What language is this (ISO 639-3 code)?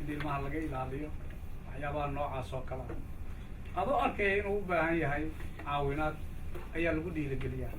som